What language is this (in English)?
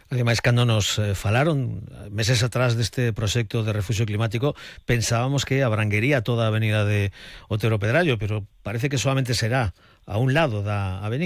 Galician